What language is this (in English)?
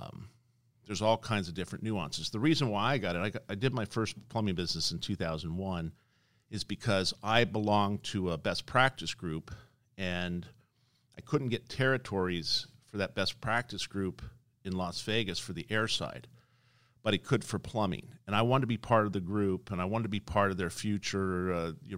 English